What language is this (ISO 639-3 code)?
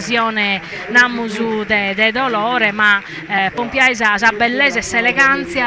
srd